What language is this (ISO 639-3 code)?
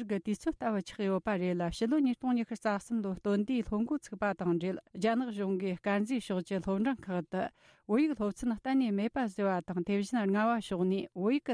bod